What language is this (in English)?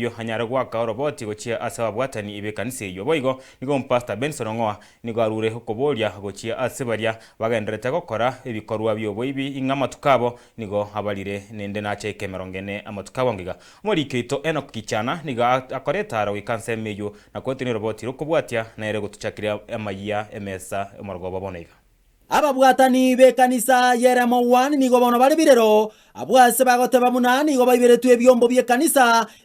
Gusii